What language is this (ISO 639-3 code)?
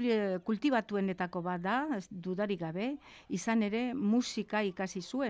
eus